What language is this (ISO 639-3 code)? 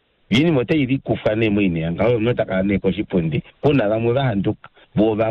kua